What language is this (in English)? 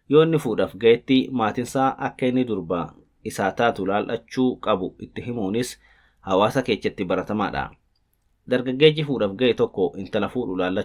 Oromo